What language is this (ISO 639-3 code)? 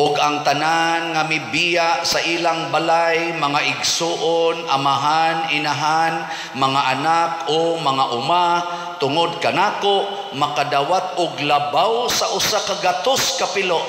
ceb